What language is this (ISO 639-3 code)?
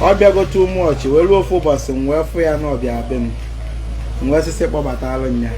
ibo